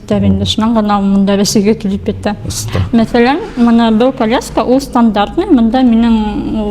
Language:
Bashkir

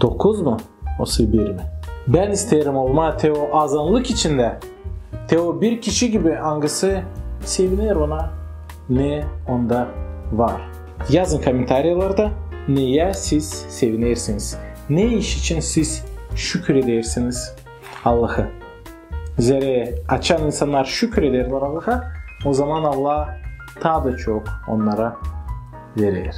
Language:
Gagauz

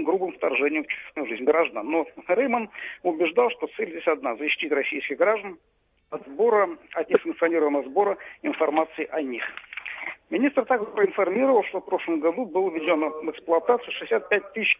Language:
Russian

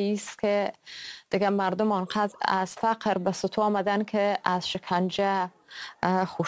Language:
Persian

